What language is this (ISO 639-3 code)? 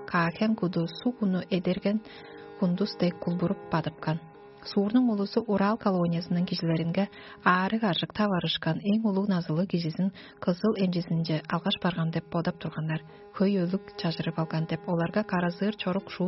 tyv